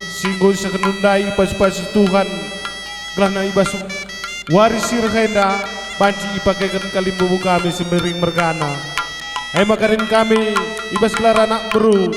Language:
Batak Karo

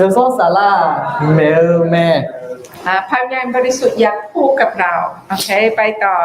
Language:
Akha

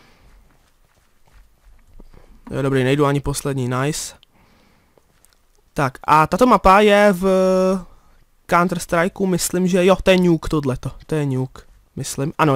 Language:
Czech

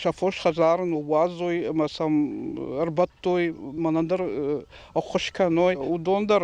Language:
Ossetic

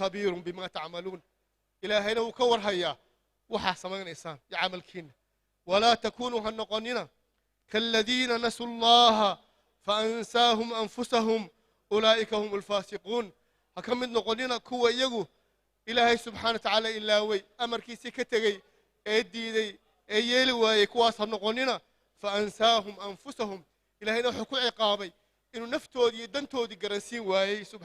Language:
Somali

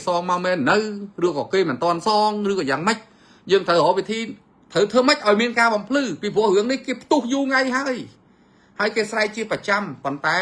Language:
Khmer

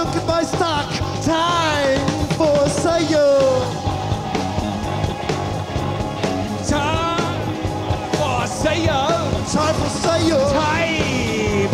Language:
English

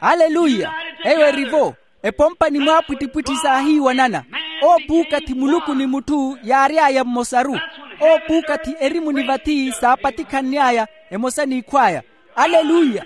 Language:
Makhuwa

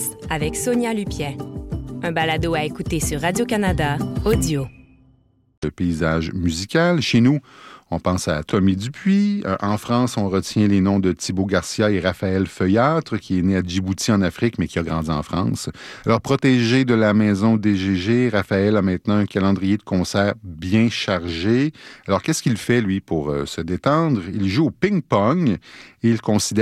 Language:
French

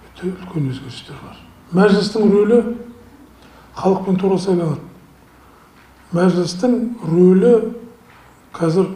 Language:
Kazakh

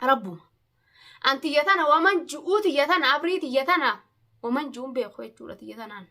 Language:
Oromo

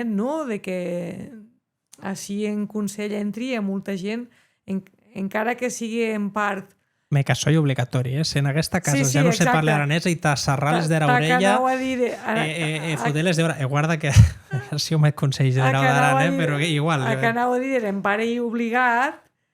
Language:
Occitan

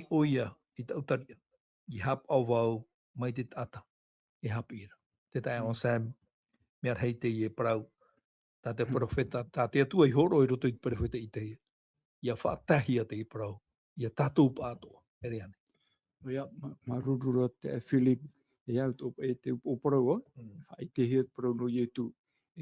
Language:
Tahitian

